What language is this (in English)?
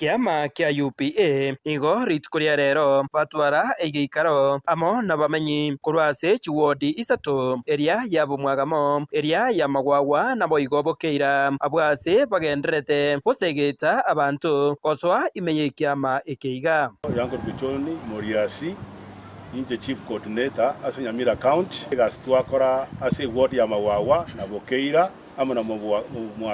Gusii